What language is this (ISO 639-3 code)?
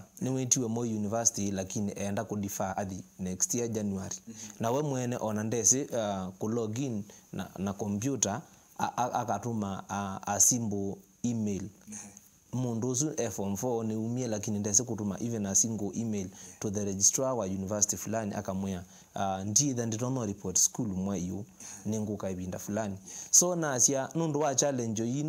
kam